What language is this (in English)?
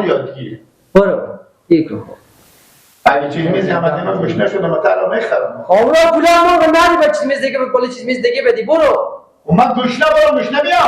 Persian